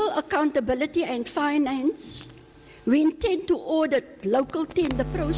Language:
Afrikaans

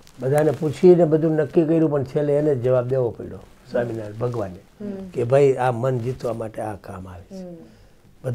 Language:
Gujarati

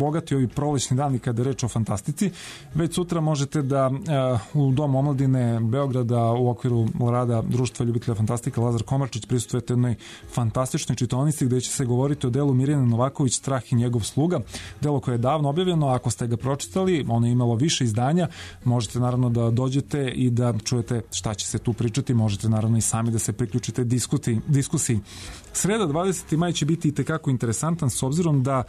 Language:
Serbian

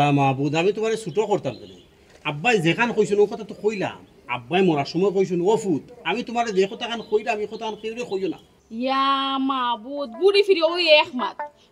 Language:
Sylheti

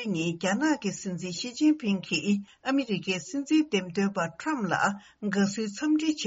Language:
Tibetan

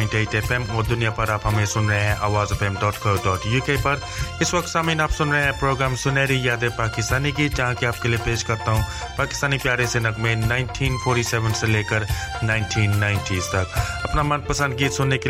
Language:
Urdu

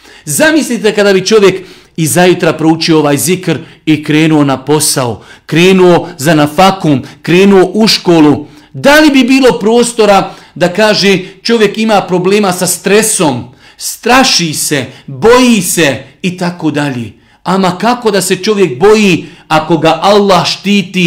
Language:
Bosnian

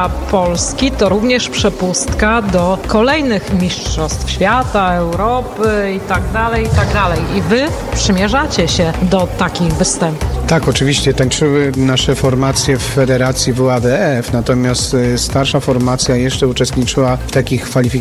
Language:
Polish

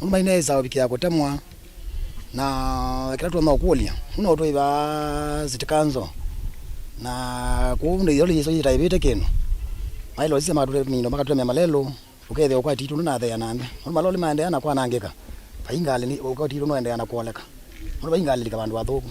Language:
Kamba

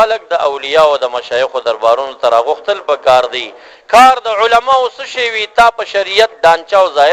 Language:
Pashto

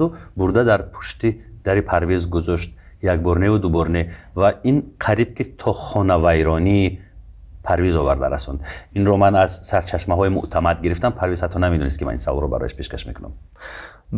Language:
Tajik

